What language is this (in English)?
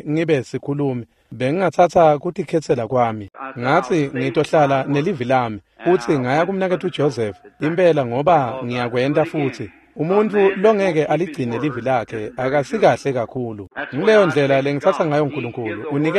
Swati